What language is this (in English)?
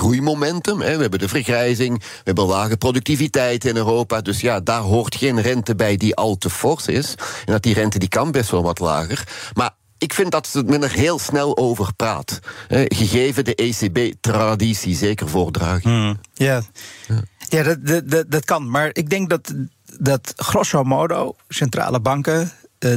Dutch